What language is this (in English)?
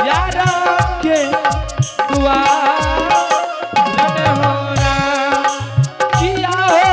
Angika